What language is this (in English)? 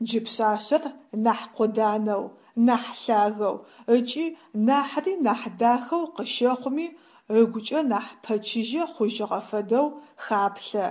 Adyghe